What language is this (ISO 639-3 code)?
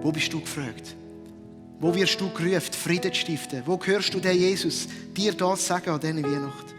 gsw